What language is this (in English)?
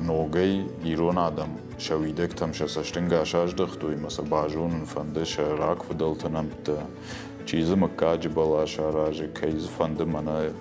Ossetic